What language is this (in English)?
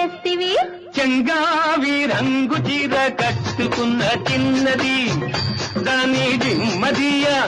Telugu